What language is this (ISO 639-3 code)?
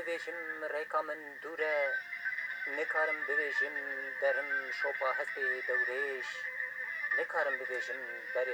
kur